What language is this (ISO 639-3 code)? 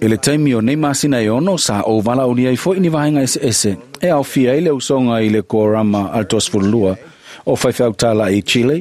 smo